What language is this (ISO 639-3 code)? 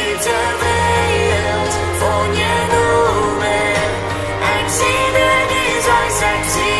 pdt